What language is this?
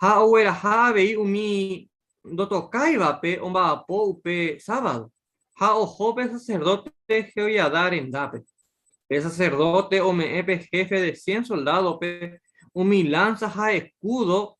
Guarani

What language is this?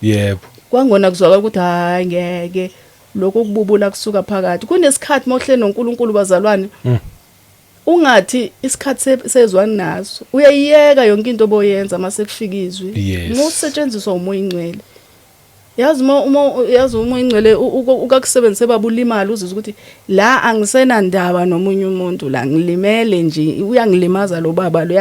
Zulu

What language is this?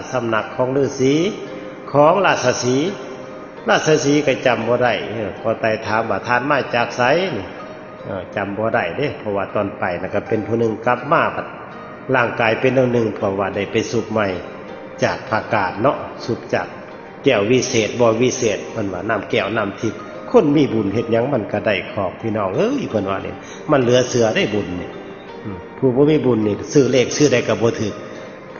Lao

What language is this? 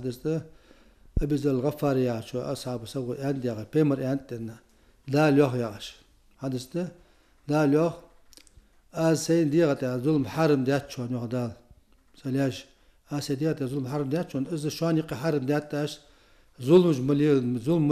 Ingush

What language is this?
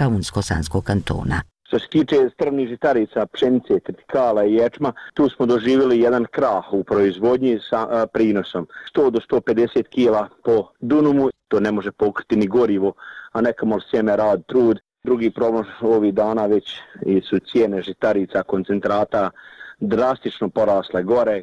Bosnian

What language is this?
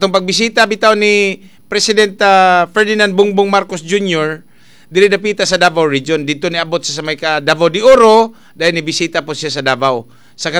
Cebuano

